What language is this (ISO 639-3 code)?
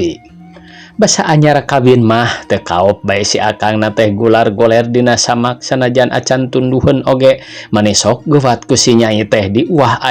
sun